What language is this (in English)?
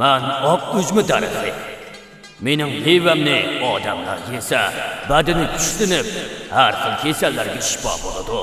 Uyghur